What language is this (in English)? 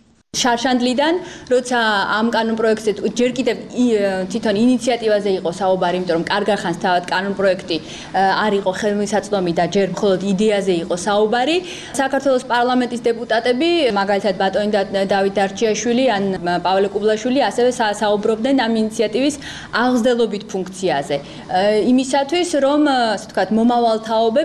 Georgian